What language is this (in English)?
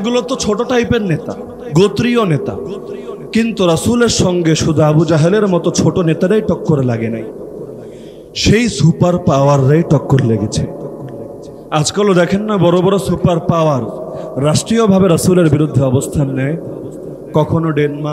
Bangla